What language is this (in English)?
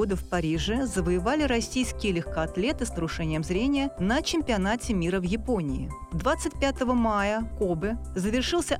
Russian